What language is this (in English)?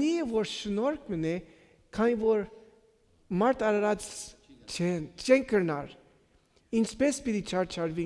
Western Armenian